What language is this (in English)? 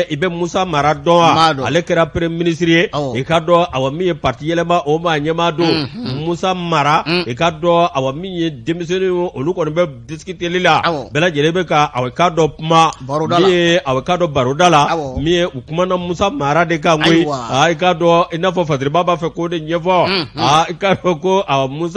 Bambara